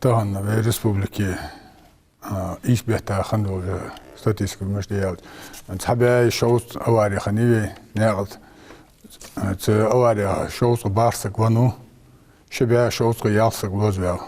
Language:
Ingush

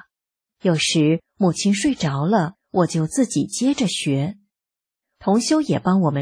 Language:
Chinese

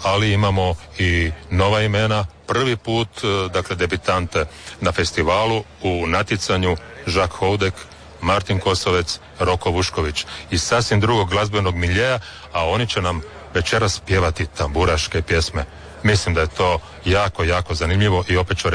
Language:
Croatian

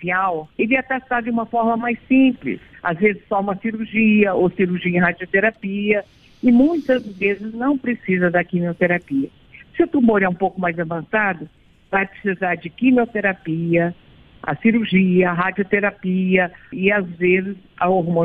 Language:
Portuguese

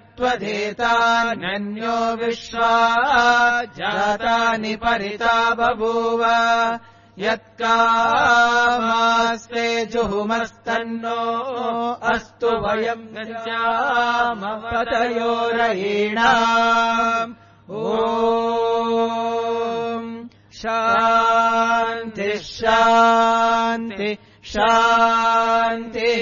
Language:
Sanskrit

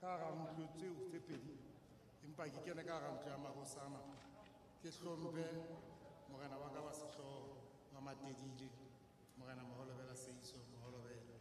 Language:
Southern Sotho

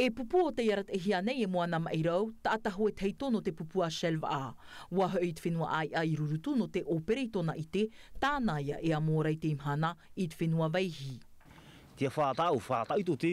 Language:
Tahitian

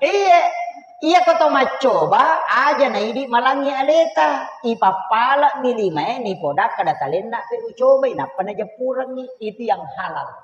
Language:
Buginese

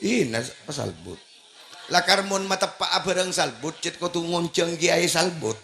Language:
Madurese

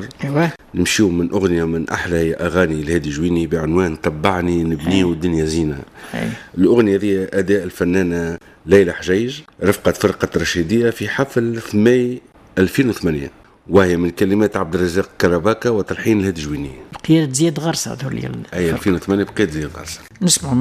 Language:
Tunisian Arabic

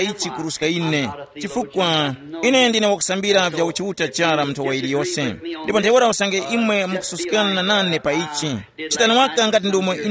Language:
Tumbuka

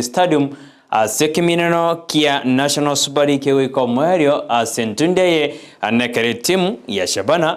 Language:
Gusii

